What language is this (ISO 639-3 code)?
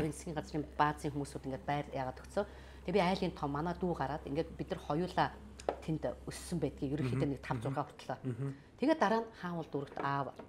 mon